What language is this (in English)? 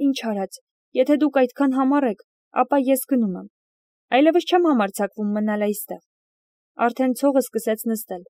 Armenian